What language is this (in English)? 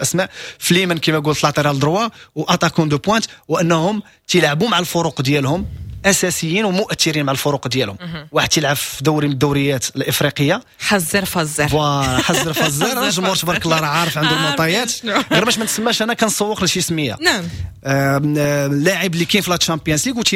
Moroccan Arabic